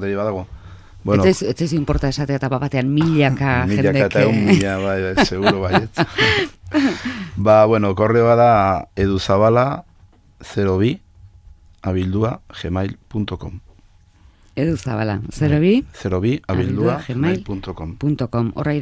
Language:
Basque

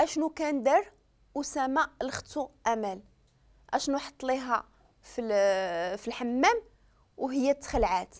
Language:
Moroccan Arabic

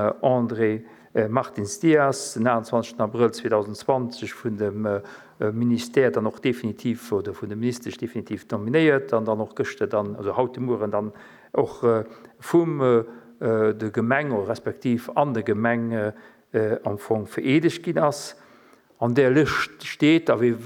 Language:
Luxembourgish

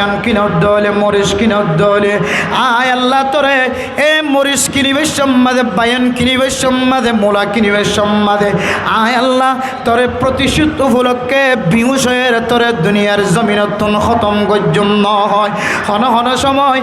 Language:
Rohingya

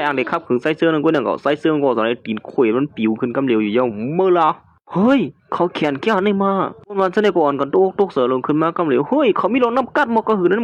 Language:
Shan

